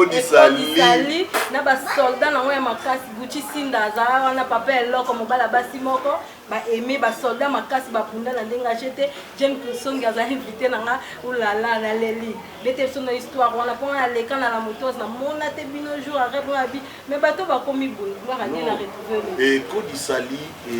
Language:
Lingala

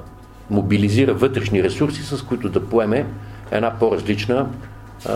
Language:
Bulgarian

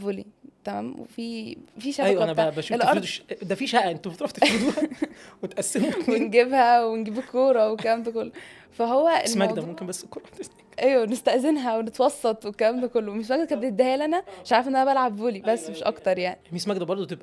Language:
Egyptian Arabic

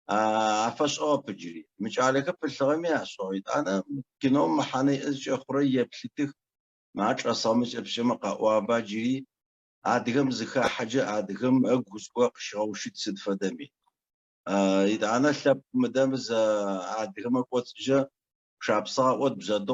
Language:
Adyghe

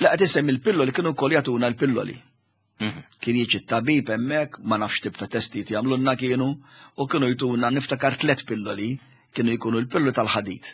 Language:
Maltese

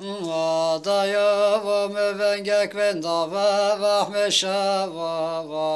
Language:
Zaza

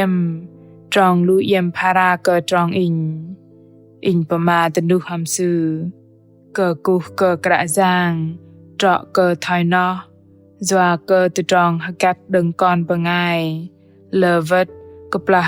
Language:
Bahnar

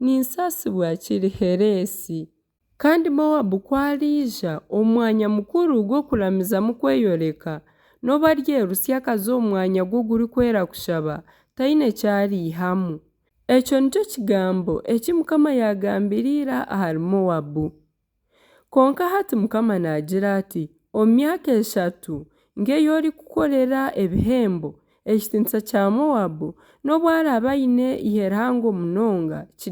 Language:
Nyankole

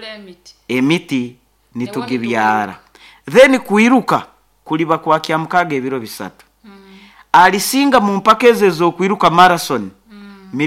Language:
Nyoro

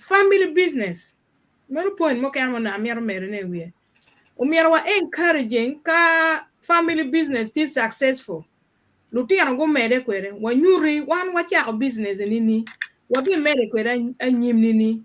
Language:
Acoli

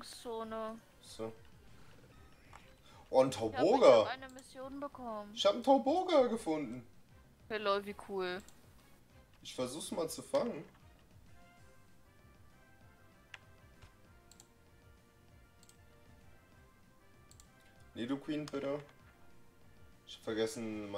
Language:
German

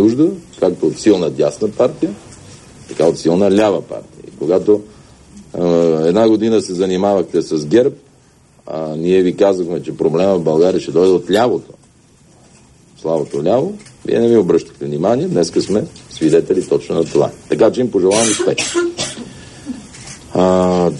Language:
Bulgarian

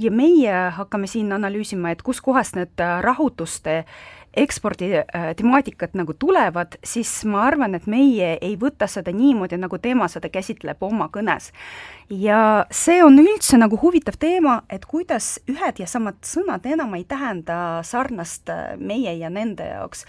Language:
Estonian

